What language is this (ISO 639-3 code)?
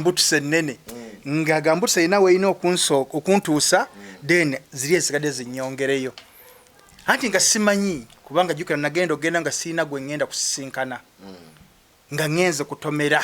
lug